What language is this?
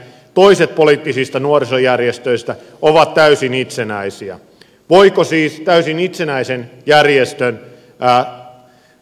Finnish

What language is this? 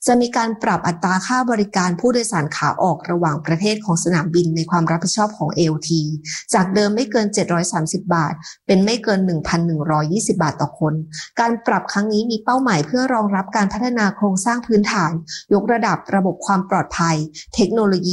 Thai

